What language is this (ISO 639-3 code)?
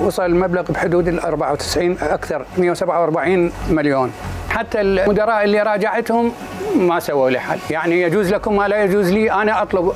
acm